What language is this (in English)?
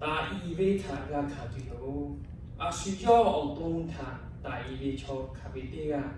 Lahu